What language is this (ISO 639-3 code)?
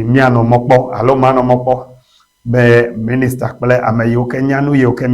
ewe